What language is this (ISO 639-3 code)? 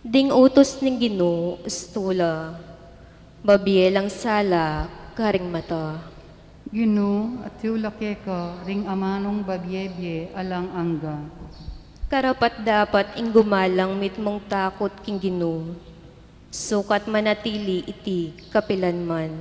pam